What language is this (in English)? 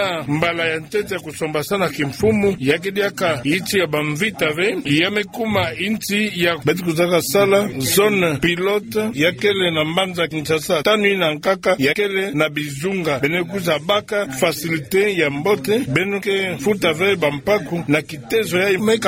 Kituba (Democratic Republic of Congo)